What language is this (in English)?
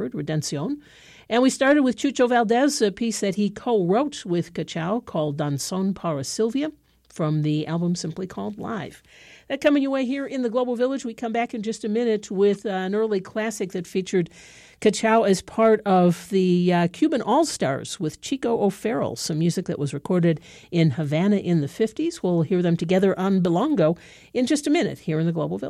English